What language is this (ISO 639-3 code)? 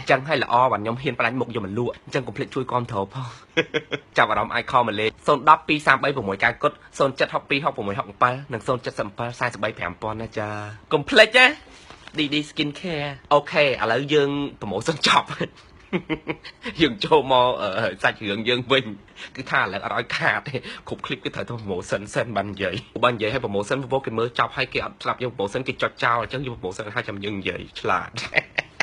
khm